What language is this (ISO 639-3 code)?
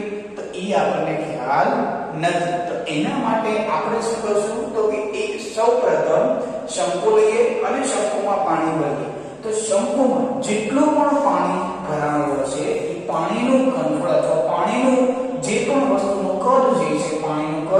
guj